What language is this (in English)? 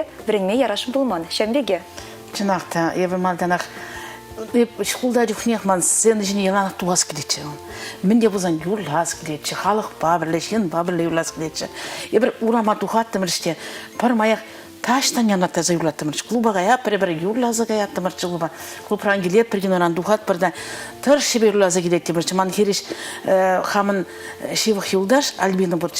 Chuvash